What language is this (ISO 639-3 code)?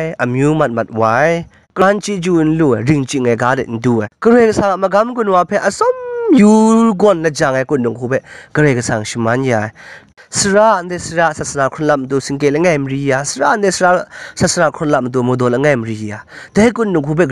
kac